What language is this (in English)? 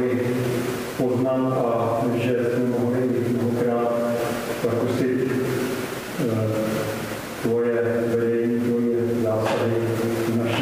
Czech